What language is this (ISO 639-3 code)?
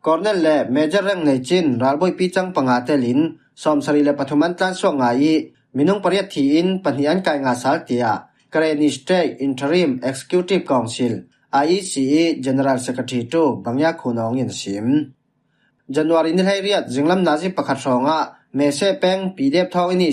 cfm